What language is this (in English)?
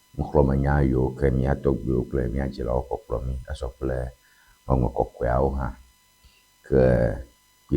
Ewe